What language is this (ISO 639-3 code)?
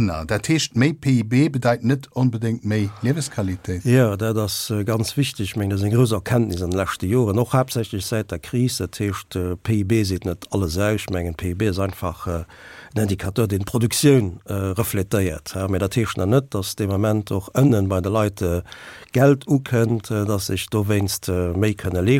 ltz